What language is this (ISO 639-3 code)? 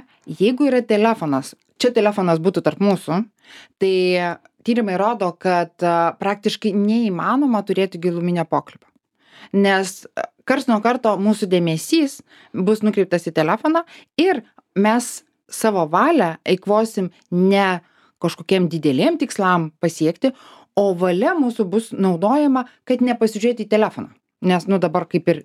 lit